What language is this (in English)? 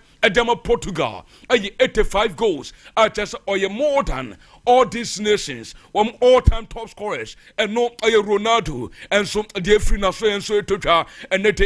Akan